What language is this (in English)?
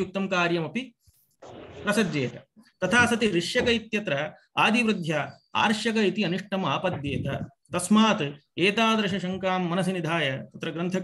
Sanskrit